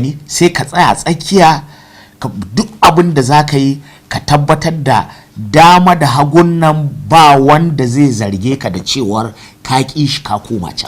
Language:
Hausa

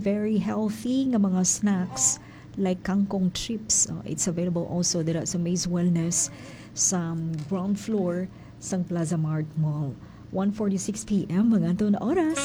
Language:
Hiligaynon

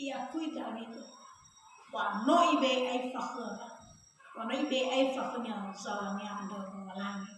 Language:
Nias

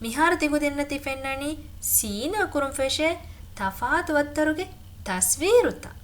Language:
Divehi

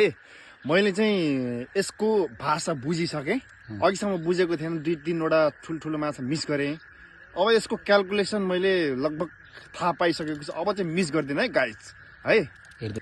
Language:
Nepali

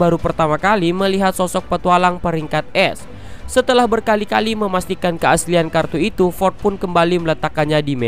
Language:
Indonesian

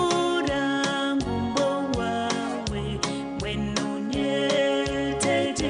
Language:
Nyankole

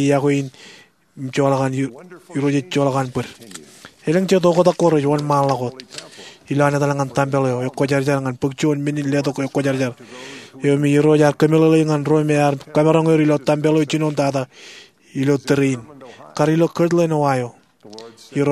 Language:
Marshallese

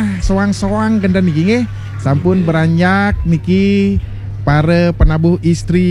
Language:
Balinese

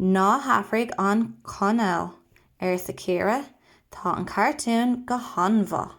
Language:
Irish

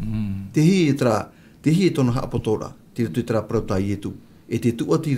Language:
Tahitian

